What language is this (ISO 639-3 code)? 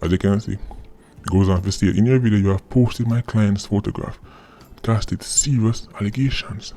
jam